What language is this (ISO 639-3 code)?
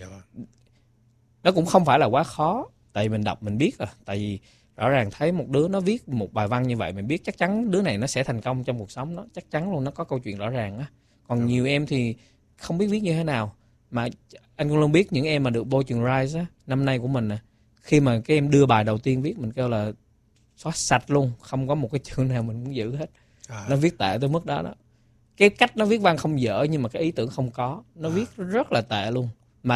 vie